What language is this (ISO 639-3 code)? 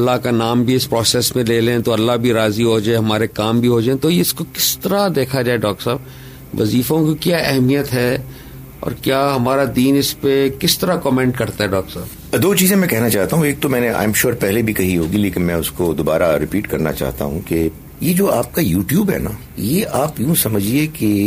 urd